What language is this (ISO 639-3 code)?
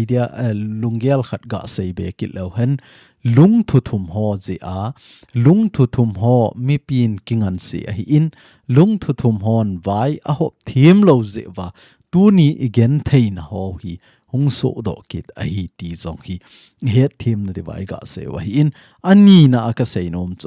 tcz